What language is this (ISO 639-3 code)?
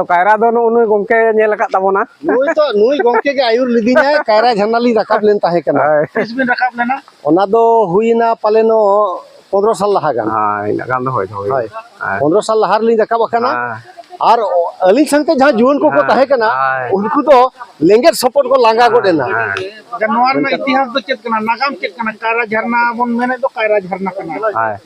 sat